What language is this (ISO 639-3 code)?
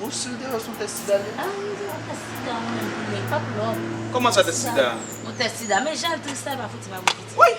hat